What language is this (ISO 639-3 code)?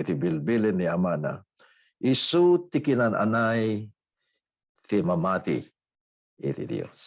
ilo